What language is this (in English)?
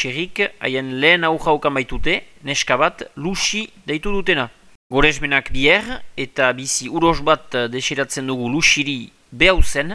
Basque